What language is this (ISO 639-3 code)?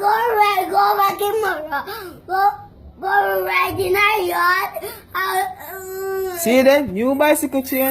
jam